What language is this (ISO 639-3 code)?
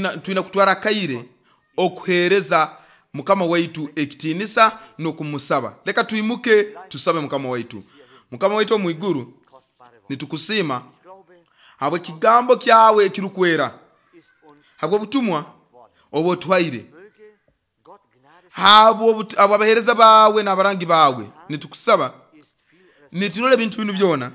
nyo